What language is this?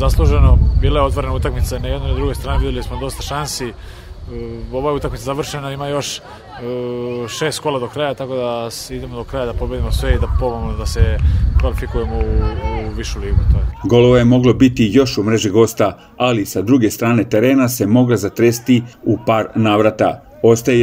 Serbian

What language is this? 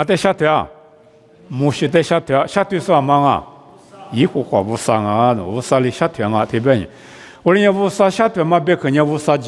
Lisu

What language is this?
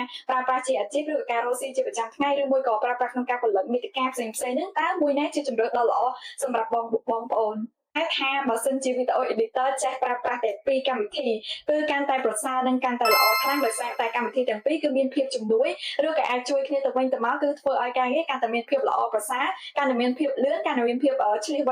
Khmer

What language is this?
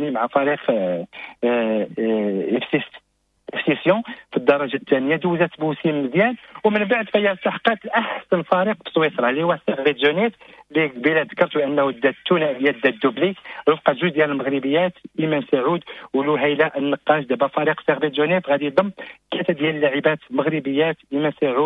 Moroccan Arabic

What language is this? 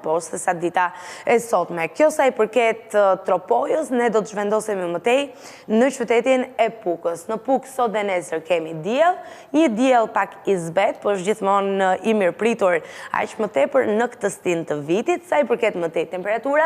Albanian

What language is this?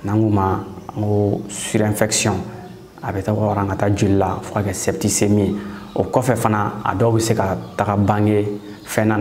Bambara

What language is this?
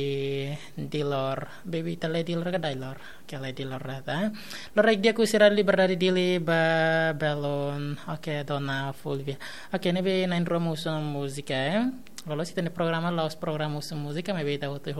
Tetum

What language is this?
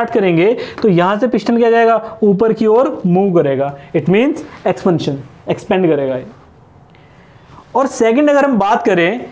Hindi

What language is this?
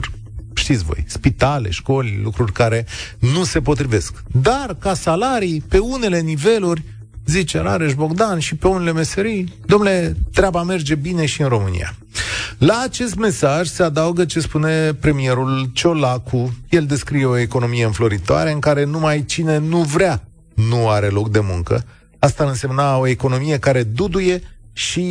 Romanian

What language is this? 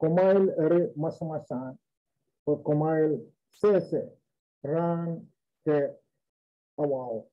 Pohnpeian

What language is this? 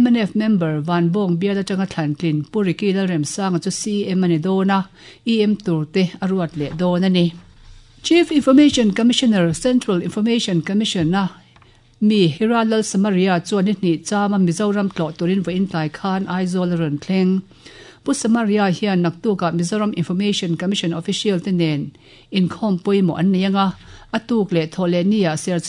Mizo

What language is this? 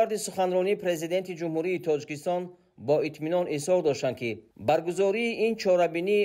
Tajik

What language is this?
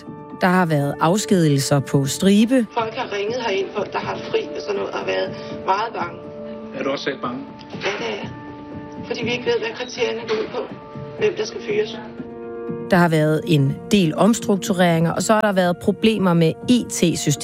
Danish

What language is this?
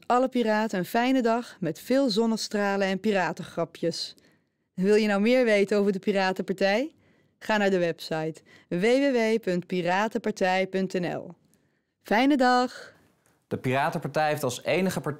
Dutch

